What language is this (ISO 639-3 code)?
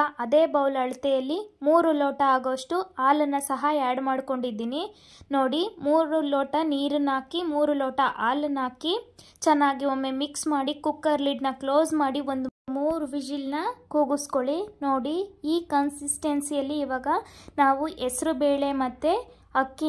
kan